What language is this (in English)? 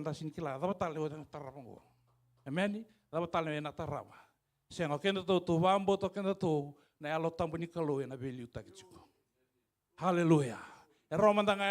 Fijian